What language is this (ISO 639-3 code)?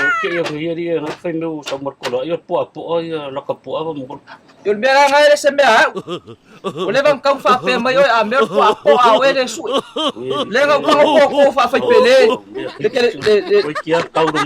smo